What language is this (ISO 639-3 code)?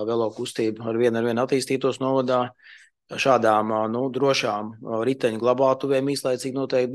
lav